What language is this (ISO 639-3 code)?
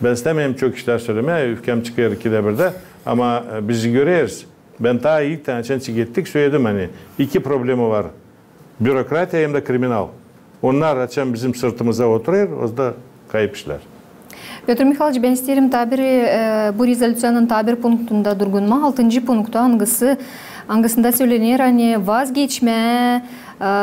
gag